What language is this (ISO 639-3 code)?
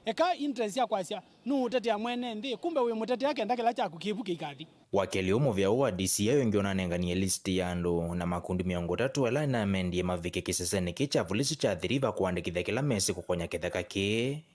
kam